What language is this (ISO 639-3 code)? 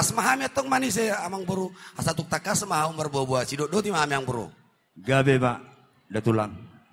bbc